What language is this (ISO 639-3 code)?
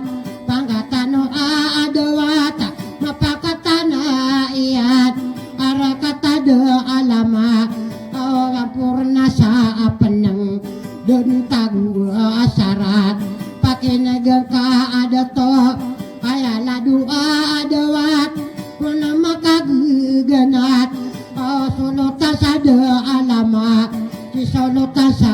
mrw